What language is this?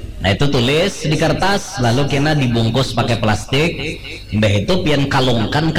Banjar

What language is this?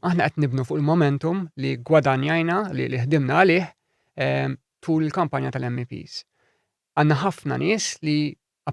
Maltese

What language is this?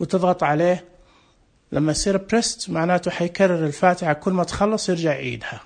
Najdi Arabic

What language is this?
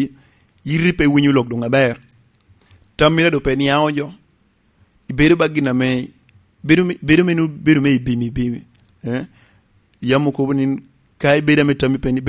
Lango (Uganda)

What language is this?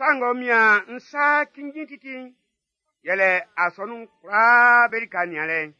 Baoulé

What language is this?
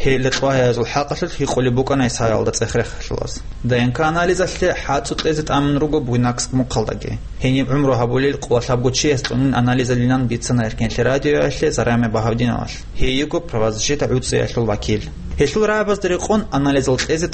Avaric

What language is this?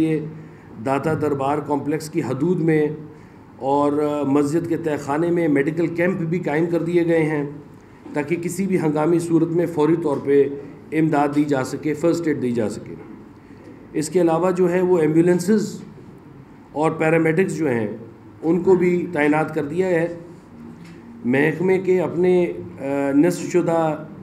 Urdu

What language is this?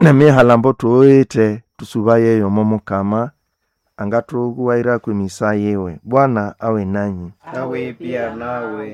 Nande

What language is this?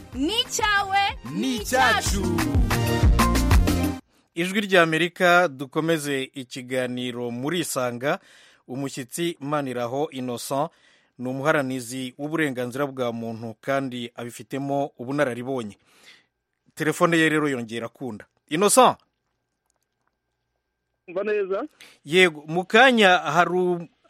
Kinyarwanda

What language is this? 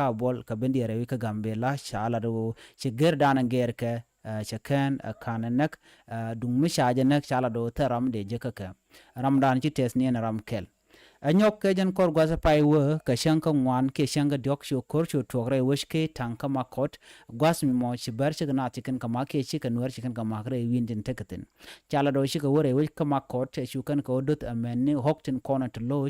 Nuer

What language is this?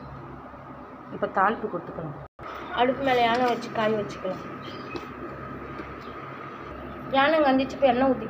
Tamil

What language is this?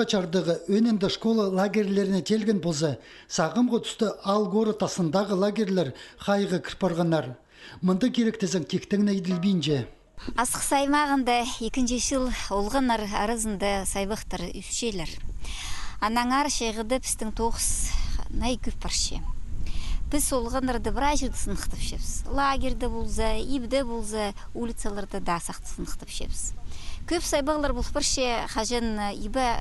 Khakas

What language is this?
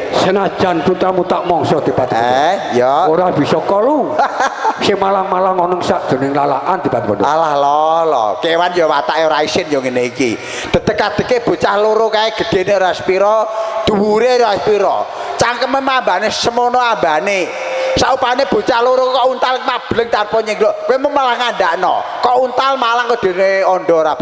Javanese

